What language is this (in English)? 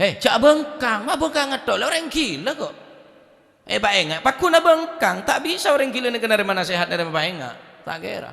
Madurese